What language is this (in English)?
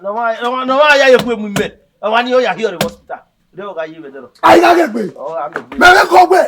Bini